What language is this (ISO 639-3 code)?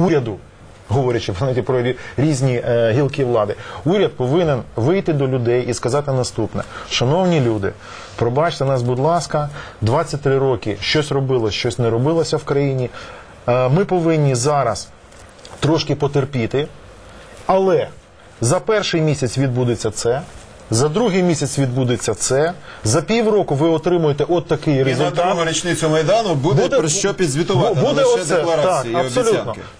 ukr